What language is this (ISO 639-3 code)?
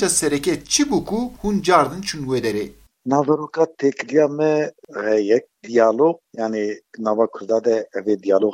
kur